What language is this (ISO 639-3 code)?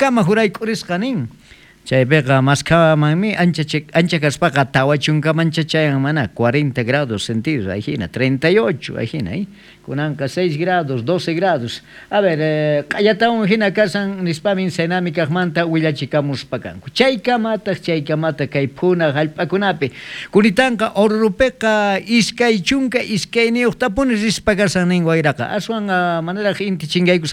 quh